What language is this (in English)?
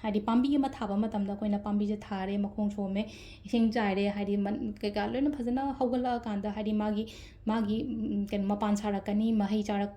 Manipuri